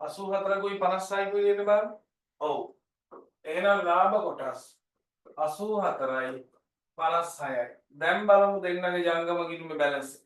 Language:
Sinhala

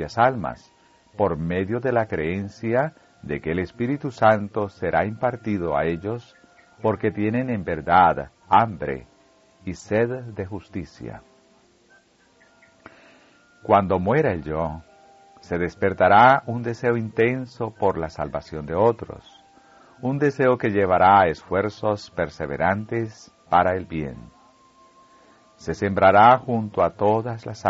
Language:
Spanish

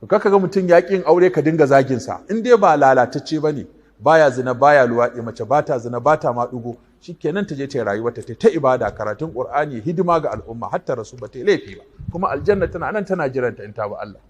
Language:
Hausa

